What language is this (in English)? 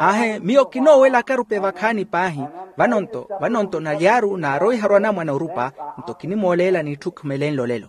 Makhuwa